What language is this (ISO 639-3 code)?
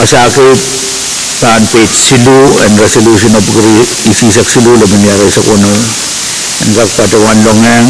pon